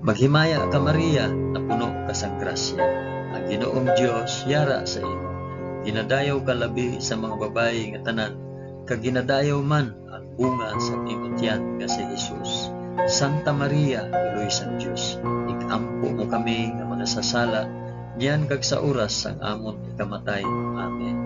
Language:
Hiligaynon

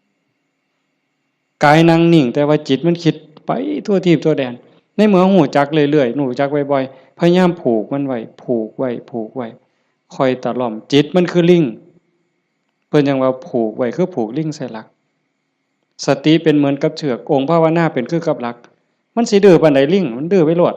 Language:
Lao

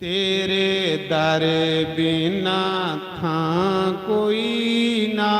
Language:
Dogri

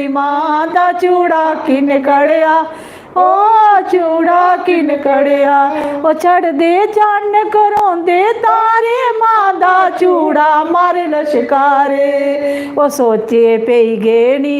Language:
Dogri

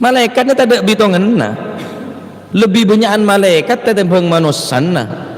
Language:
Madurese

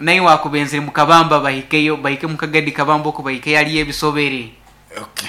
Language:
Nyankole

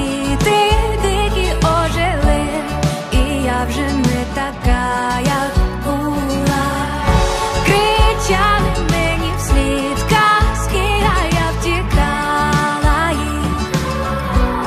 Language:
Ukrainian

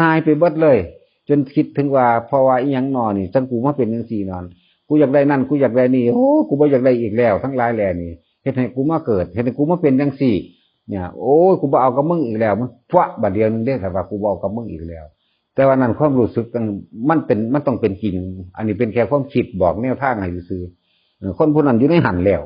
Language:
Northeastern Thai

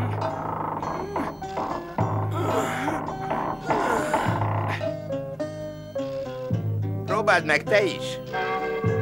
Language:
Hungarian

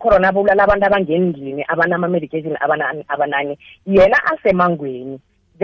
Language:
South Ndebele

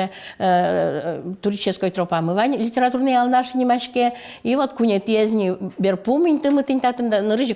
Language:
Udmurt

